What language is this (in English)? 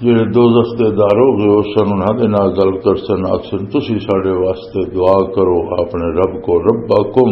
Western Panjabi